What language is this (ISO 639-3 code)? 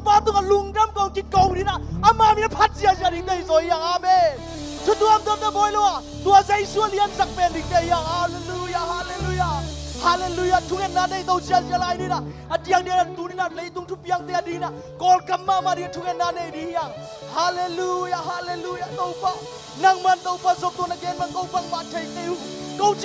ctd